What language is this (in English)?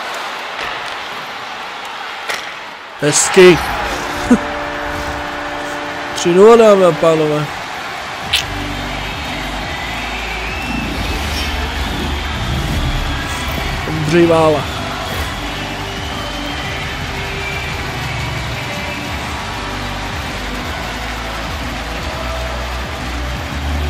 Czech